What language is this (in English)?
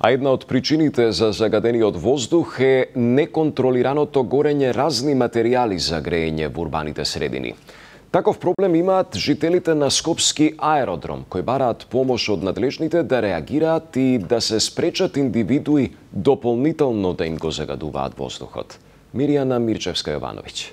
Macedonian